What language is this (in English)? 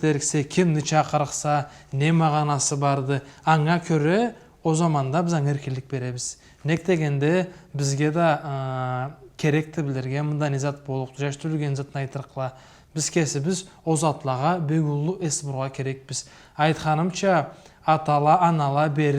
Karachay-Balkar